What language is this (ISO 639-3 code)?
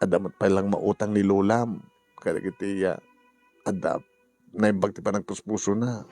ilo